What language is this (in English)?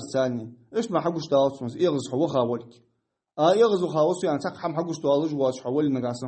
Ingush